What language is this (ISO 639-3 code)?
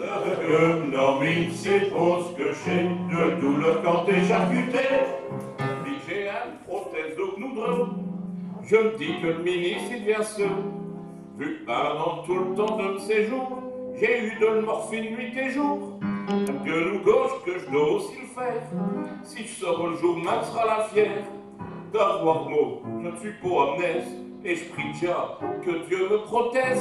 pcd